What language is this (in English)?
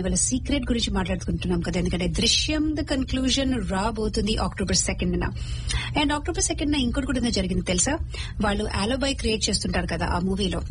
Telugu